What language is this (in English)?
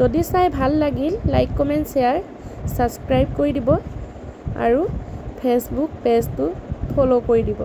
Assamese